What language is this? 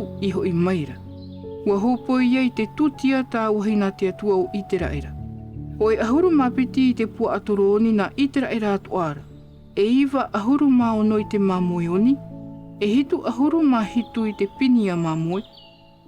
Tahitian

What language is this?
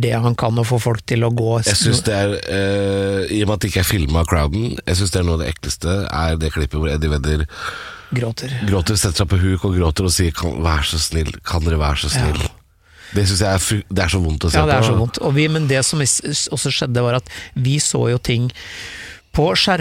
Norwegian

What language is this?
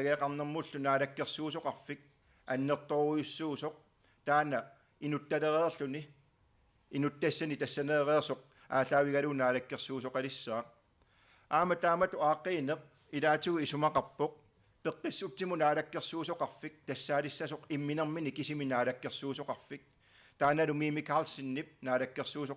Kalaallisut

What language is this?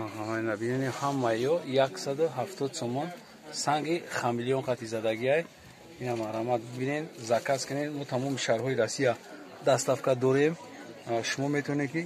Tajik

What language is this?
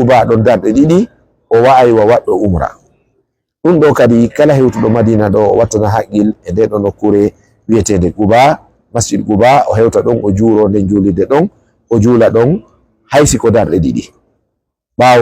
Fula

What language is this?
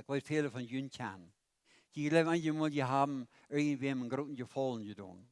Plautdietsch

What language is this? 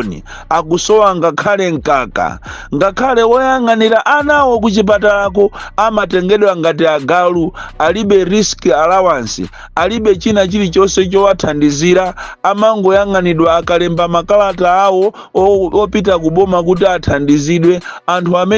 Nyanja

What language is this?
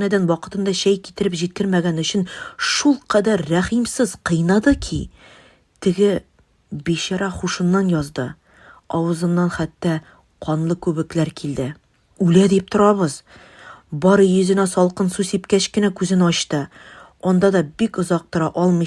Tatar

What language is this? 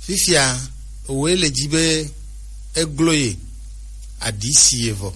Gen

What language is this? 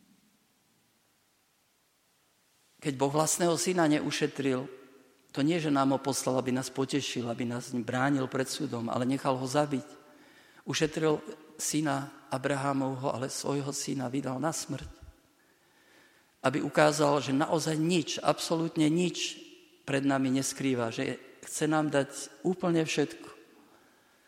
Slovak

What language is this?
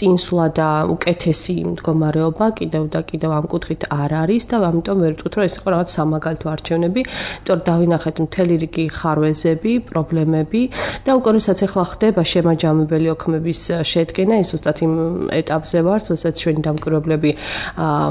Georgian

